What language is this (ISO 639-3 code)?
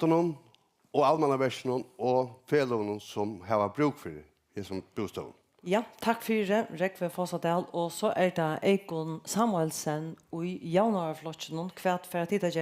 fao